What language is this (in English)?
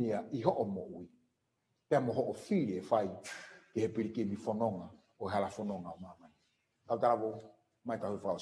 Tongan